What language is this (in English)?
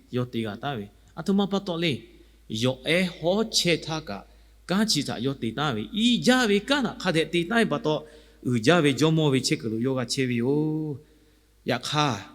Lahu